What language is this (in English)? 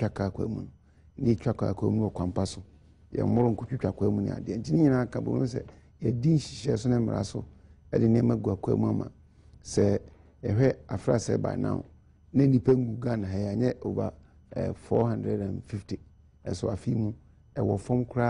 Akan